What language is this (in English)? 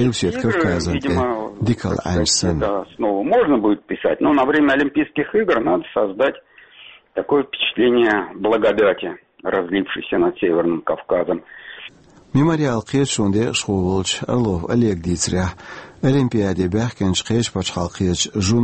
Chechen